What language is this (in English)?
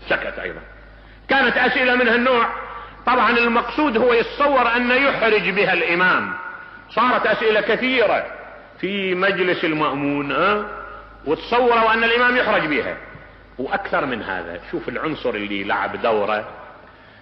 Mesopotamian Arabic